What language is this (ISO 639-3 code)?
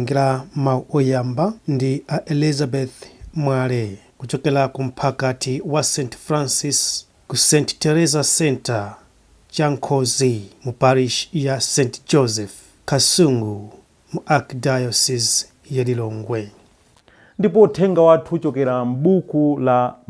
nya